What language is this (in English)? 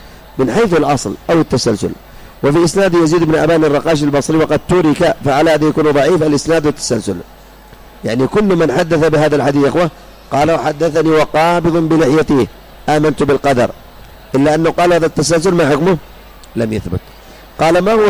Arabic